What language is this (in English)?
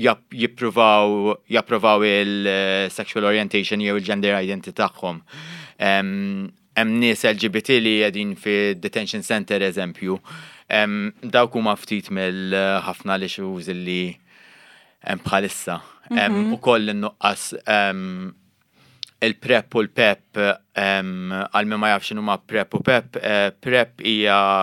Maltese